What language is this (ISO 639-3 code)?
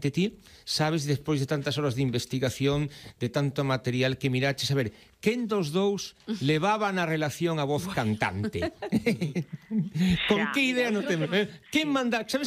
glg